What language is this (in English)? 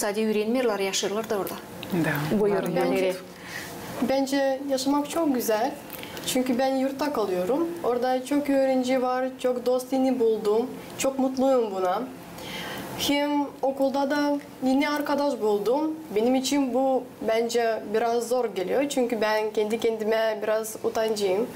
Gagauz